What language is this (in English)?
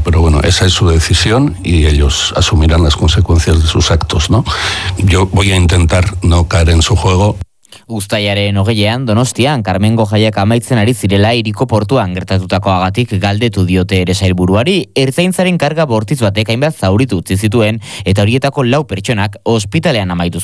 Basque